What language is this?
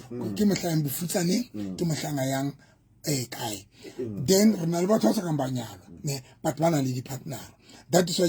Southern Sotho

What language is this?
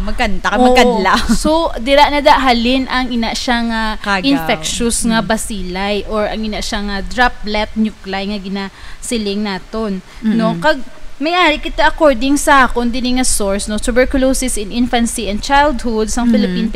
Hiligaynon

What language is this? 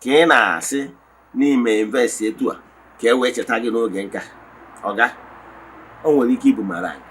Igbo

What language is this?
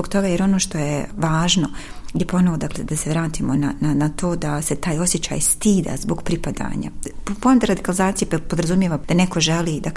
Bosnian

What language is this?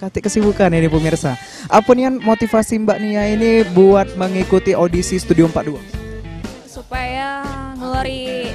Musi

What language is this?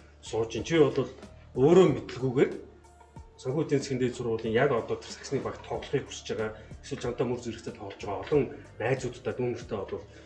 Mongolian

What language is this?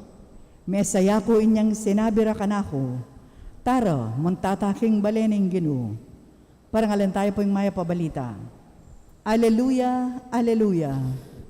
Pampanga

